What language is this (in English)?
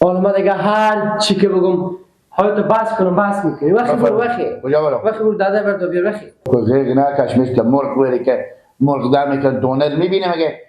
Persian